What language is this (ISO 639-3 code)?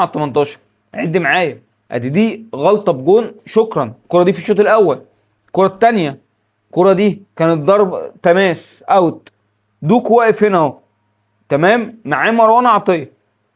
arz